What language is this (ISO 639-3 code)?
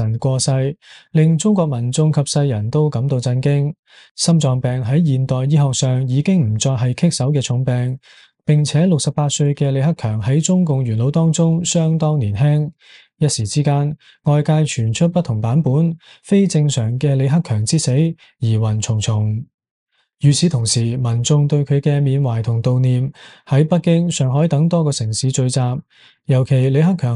yue